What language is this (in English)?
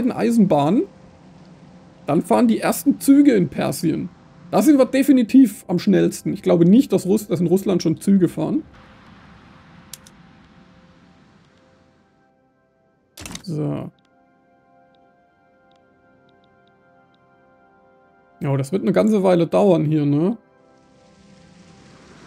German